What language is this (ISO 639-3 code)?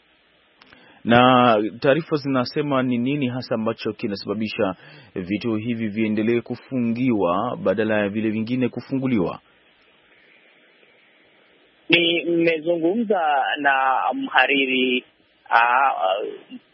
swa